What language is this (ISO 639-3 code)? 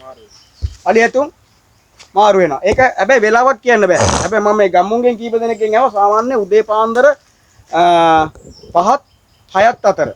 sin